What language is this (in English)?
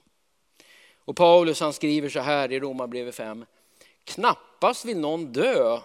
Swedish